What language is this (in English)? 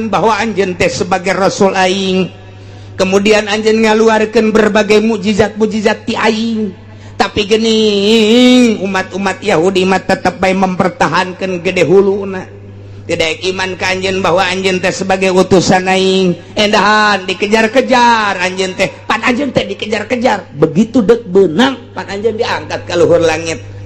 Sundanese